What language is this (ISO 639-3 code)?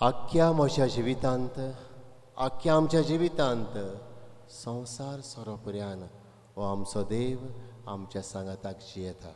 kok